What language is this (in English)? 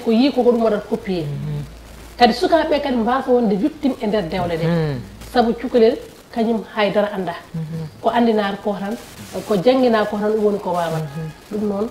Fula